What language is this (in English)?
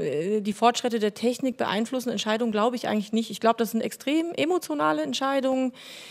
German